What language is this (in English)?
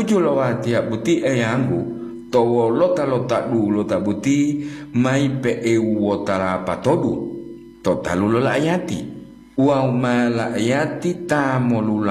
Gorontalo